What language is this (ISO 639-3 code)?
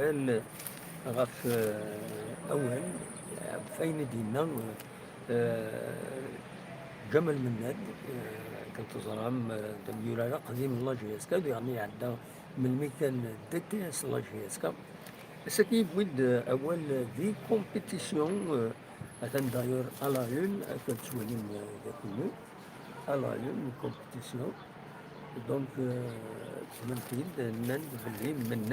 kab